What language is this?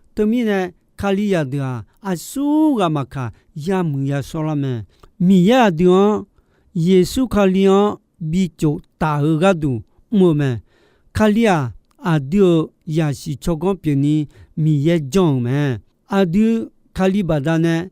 Akha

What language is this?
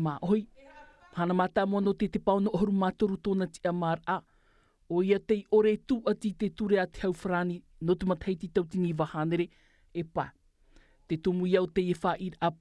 Tahitian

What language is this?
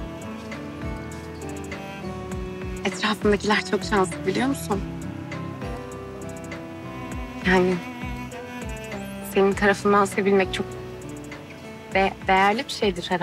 Turkish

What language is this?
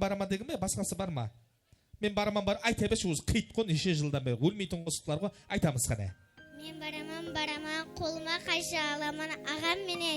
Kara-Kalpak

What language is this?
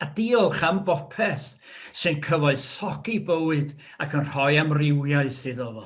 Welsh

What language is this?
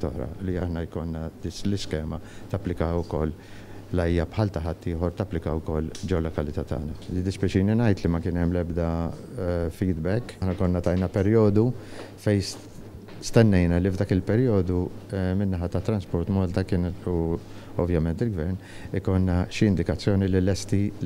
Maltese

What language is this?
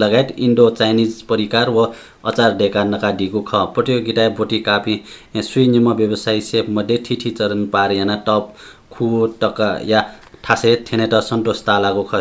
Newari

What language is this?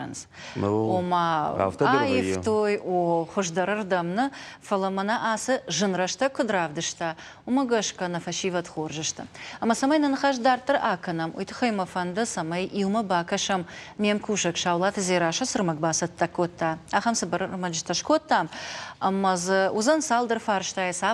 Ossetic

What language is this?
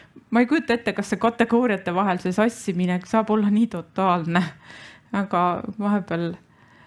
Estonian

